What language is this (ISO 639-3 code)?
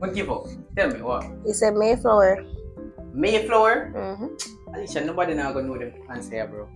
jam